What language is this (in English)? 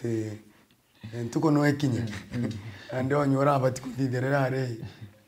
Meru